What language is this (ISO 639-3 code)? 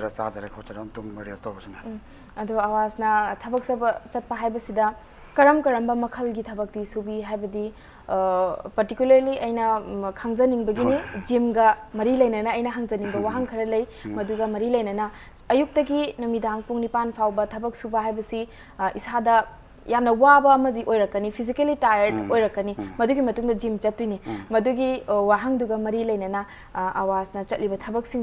mni